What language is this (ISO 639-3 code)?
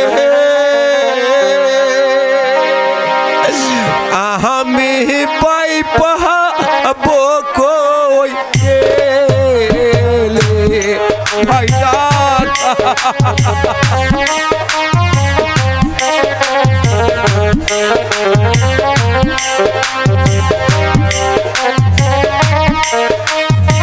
ben